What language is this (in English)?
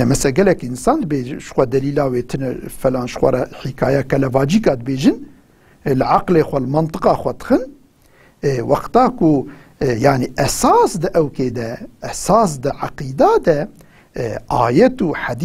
Kurdish